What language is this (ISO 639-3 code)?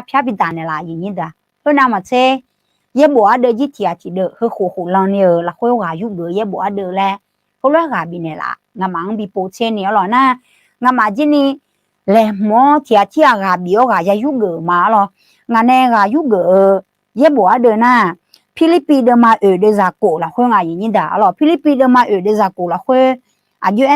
ahk